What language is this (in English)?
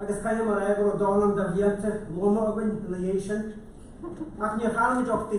Irish